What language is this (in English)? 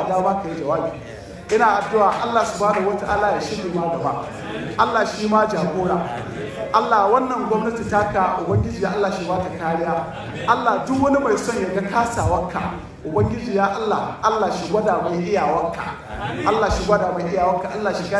Hausa